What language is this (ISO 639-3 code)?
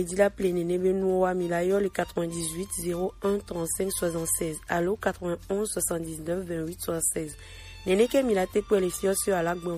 gej